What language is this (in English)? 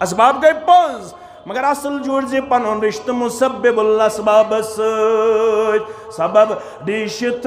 Kashmiri